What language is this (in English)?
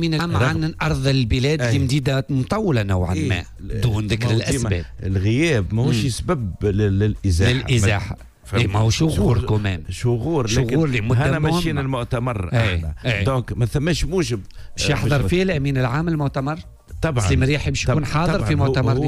Tunisian Arabic